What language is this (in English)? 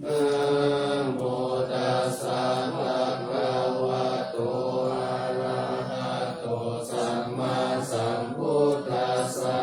Pali